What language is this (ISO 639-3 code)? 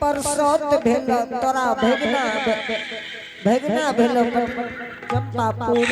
anp